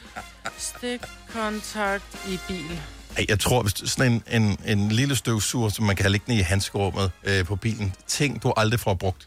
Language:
Danish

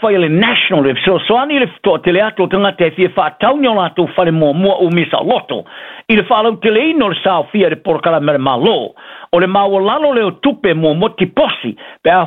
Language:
Samoan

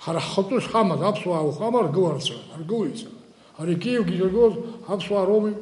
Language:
Abkhazian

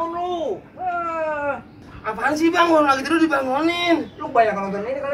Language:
Betawi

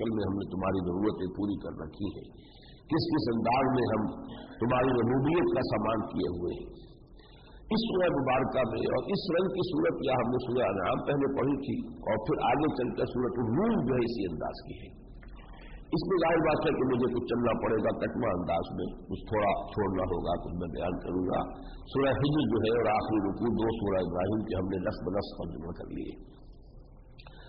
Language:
Urdu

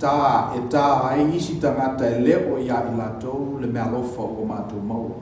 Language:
Samoan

